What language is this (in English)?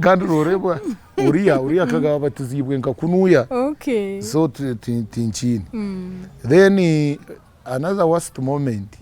Nyankole